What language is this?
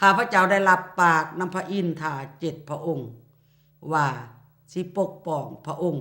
Lao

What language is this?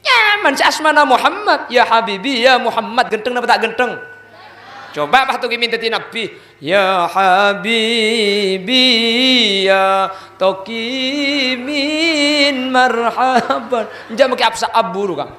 Madurese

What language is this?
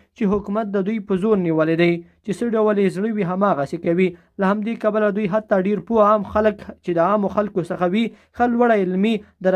Pashto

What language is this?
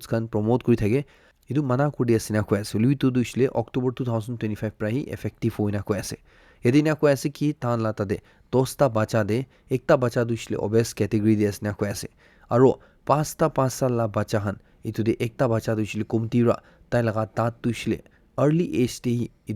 Naga Pidgin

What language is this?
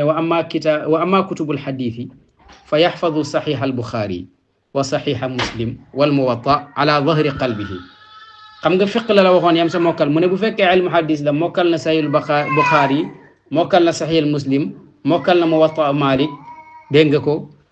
Wolof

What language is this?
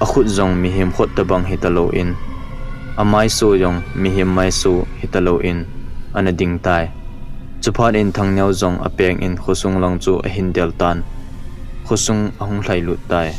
Thado Chin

